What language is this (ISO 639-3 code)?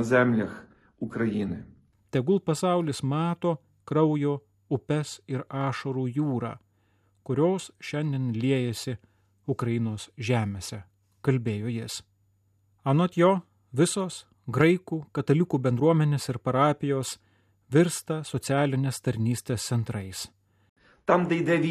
lit